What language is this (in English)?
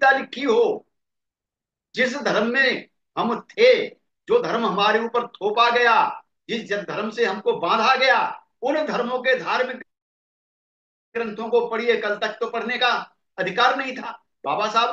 Hindi